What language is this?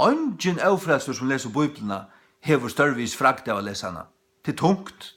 Faroese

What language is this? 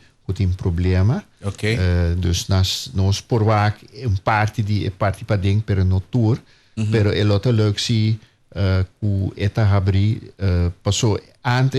Papiamento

